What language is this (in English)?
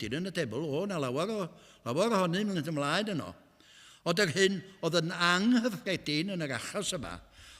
Welsh